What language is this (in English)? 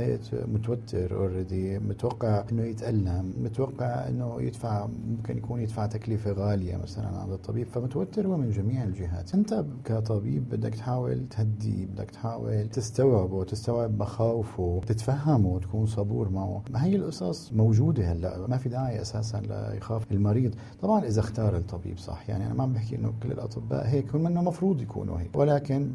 North Levantine Arabic